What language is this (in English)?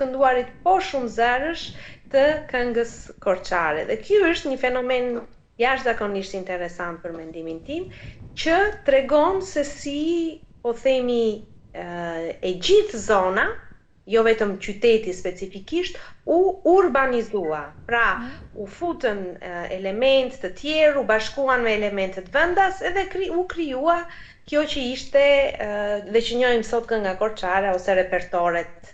Albanian